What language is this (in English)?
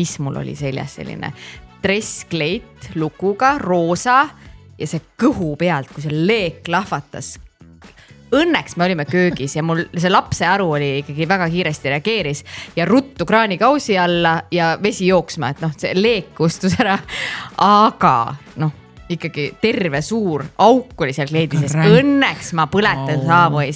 Estonian